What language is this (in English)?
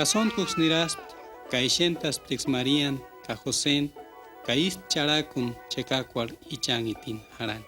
Purepecha